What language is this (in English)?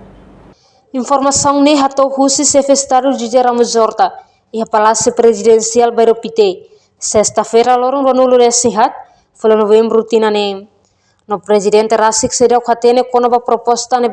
Tetum